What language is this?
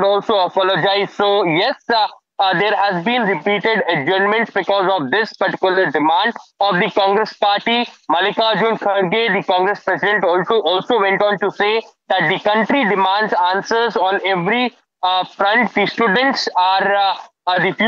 English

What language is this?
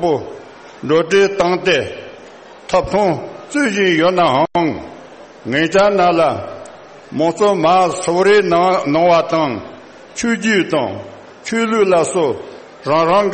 Tibetan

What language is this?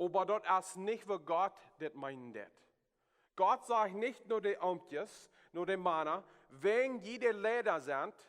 Plautdietsch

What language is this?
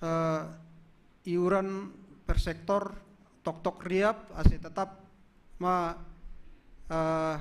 Batak Simalungun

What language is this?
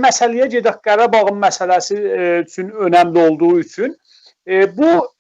South Azerbaijani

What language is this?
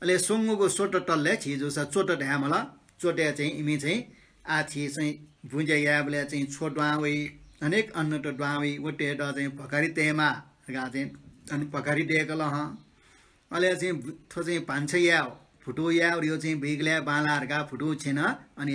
Newari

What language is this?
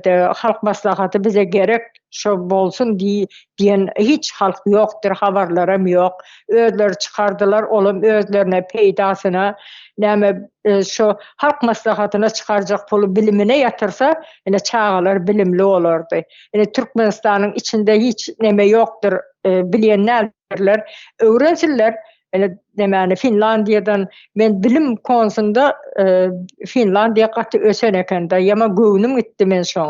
Turkmen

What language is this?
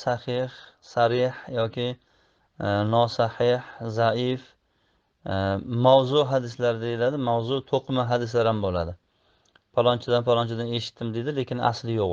Uzbek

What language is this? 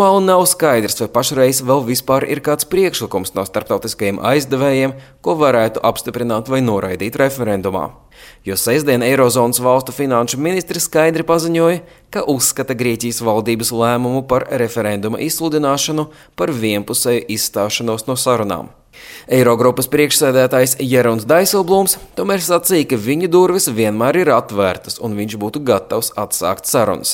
Latvian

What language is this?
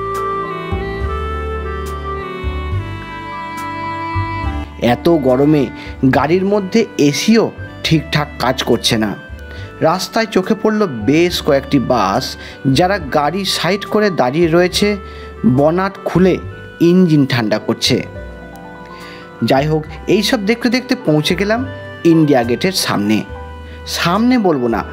Bangla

